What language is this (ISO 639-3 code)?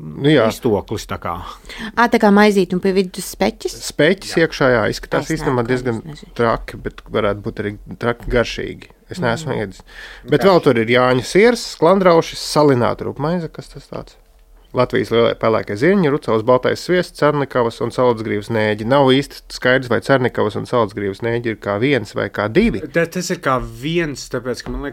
lav